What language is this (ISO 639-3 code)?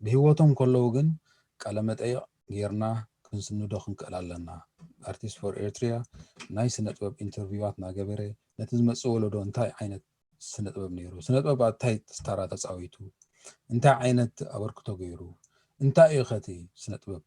tir